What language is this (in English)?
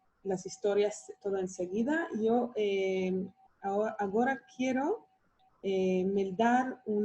Ladino